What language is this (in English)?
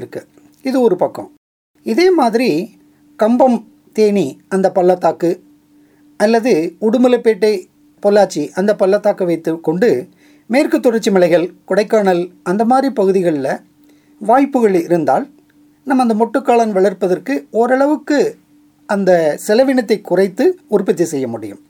Tamil